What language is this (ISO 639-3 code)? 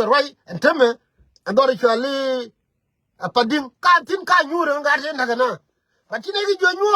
nus